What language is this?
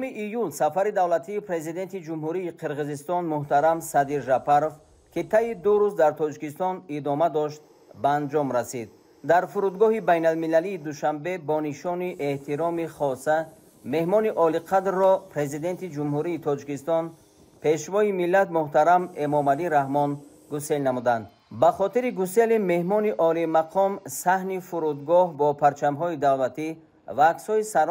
Tajik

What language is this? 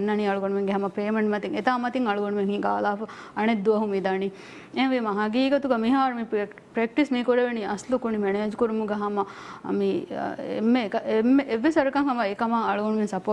Divehi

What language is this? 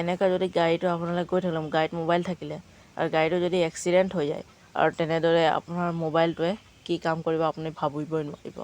Assamese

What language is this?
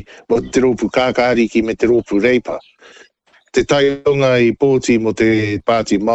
Māori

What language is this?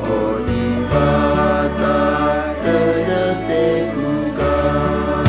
Batak Karo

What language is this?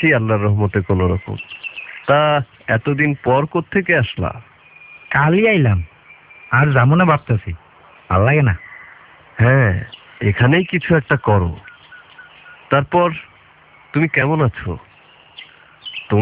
Bangla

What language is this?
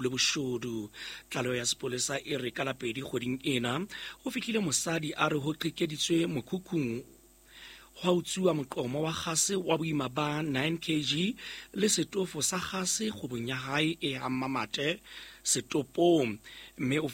Southern Sotho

